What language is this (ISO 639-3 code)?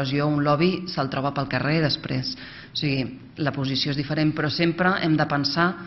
cat